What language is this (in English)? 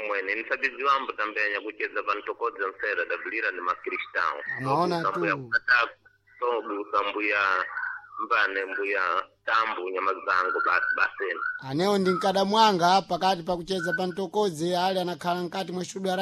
Sena